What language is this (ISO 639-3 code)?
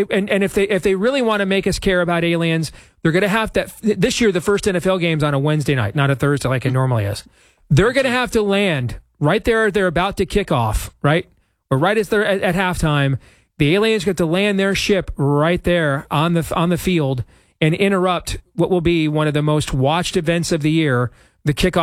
eng